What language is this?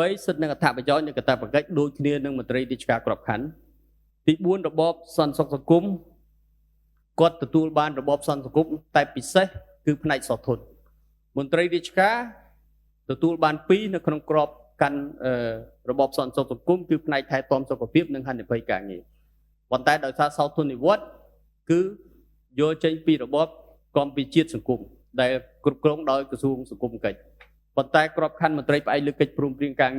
Khmer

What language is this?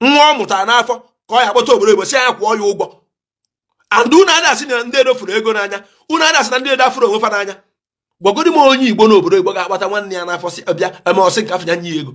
Igbo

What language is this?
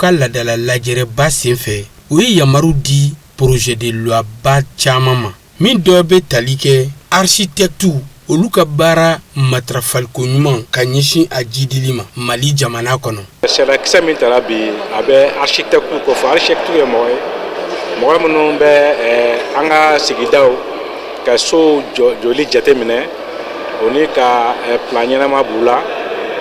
Bambara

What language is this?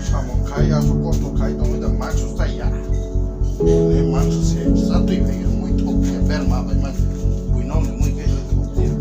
Kok Borok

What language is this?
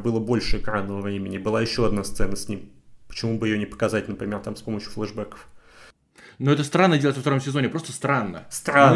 Russian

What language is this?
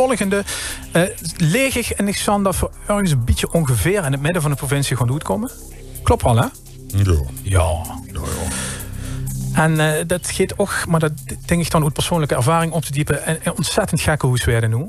Limburgish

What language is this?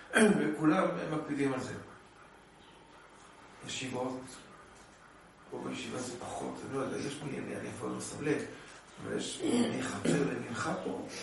Hebrew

